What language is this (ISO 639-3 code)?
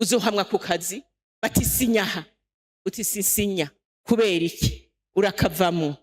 run